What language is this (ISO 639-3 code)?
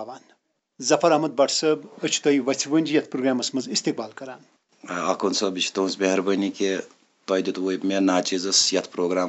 kas